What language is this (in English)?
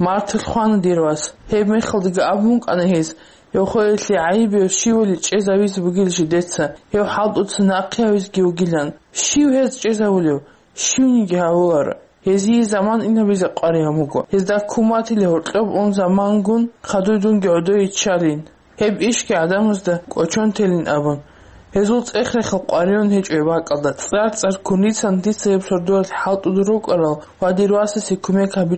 Avaric